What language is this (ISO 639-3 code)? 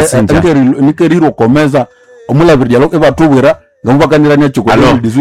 nnb